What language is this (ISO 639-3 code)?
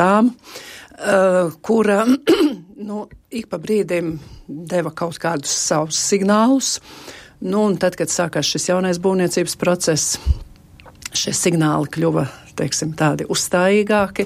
lav